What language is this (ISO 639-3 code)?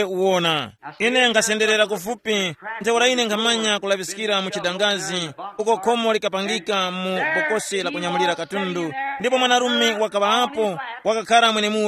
tum